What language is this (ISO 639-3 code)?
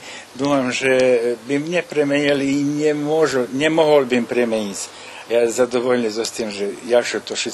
rue